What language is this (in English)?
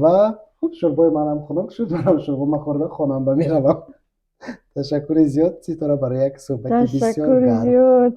Tajik